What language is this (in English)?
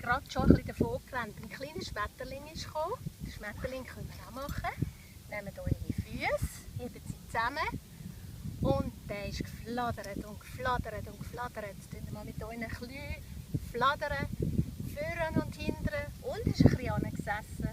Swiss German